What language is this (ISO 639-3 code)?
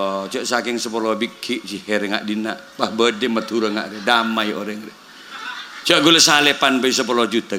mad